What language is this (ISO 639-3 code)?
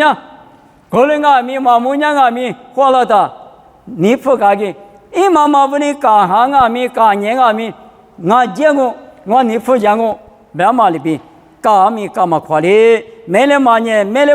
lis